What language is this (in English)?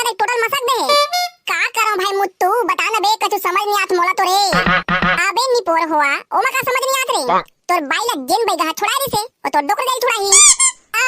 Chhattisgarhi